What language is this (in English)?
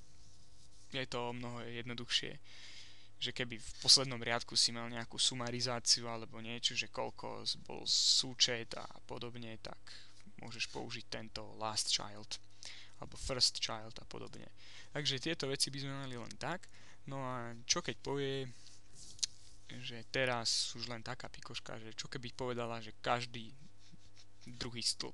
Slovak